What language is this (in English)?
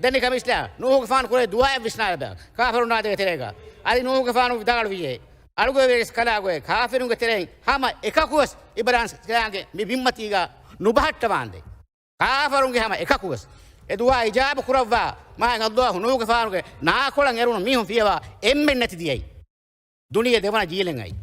Divehi